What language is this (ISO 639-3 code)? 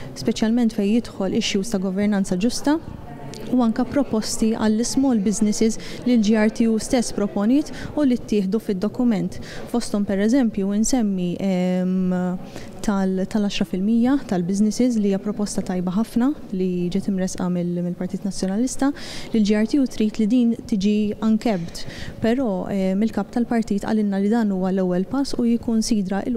mlt